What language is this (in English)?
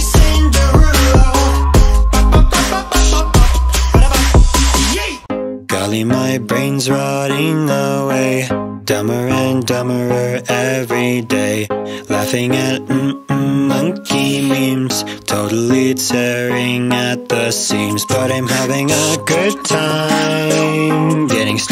English